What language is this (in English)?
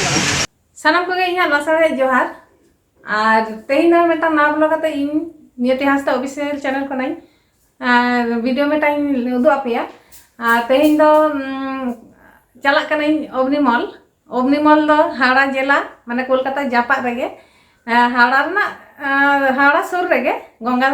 Santali